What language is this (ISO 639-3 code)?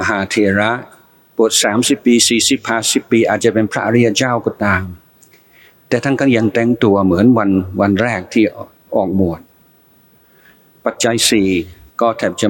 tha